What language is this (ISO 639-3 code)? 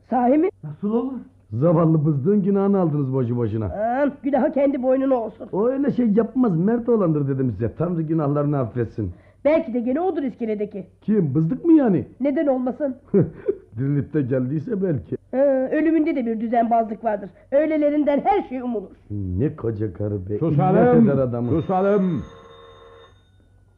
tur